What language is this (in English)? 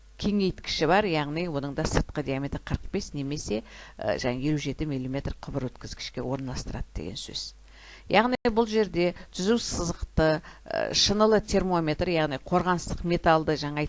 Kazakh